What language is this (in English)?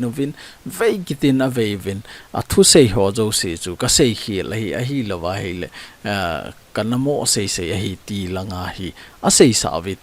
Thado Chin